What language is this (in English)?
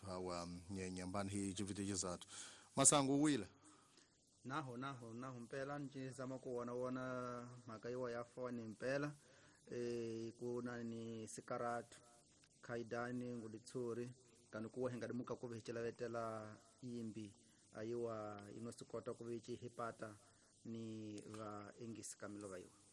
Tsonga